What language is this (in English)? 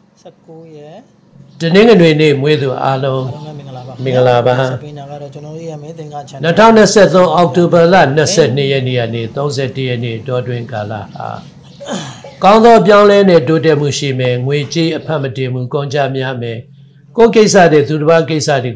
Burmese